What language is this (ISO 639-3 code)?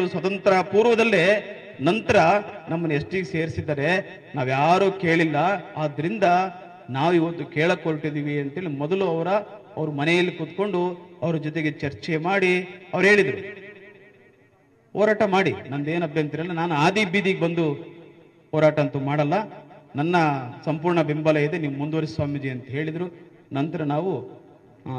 kan